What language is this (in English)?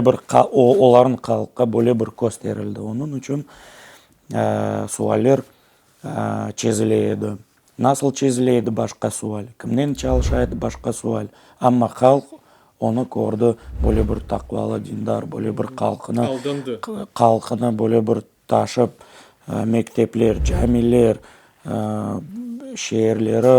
Crimean Tatar